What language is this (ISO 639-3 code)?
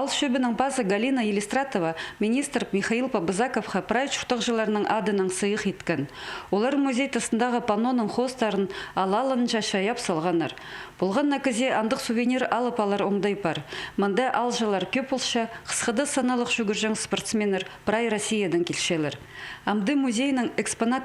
kjh